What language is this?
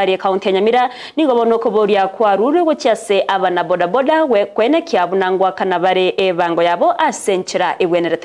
Gusii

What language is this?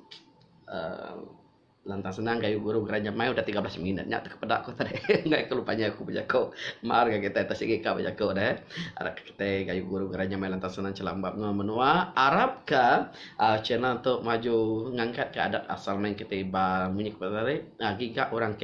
Iban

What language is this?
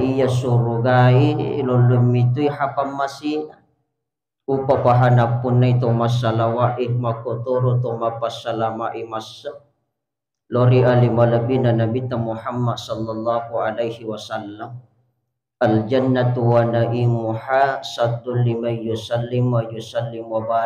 Buginese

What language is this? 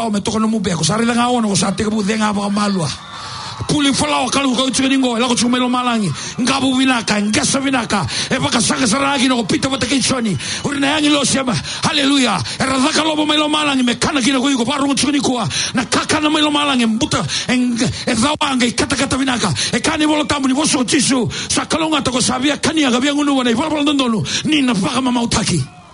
Fijian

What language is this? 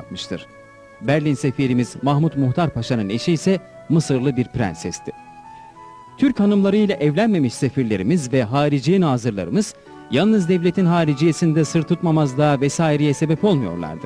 Turkish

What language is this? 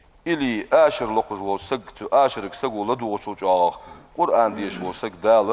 Ingush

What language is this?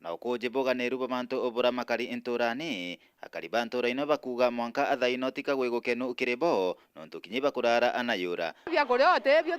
Meru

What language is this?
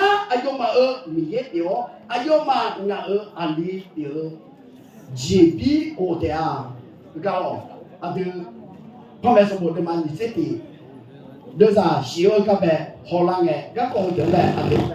Akha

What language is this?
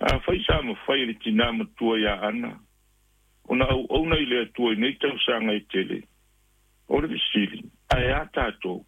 Samoan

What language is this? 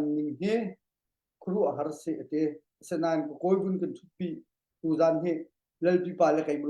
Hakha Chin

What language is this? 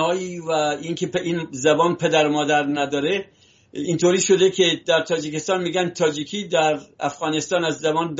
Persian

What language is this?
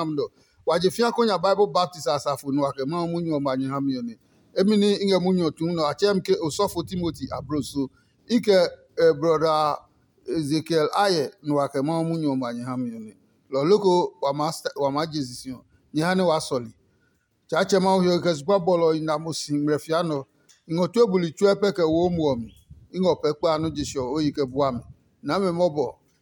Adangme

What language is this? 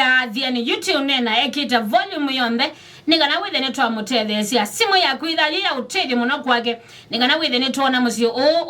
Kamba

